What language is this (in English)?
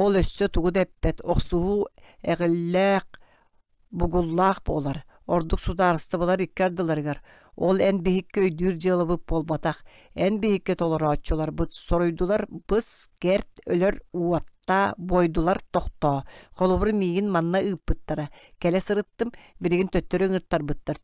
Yakut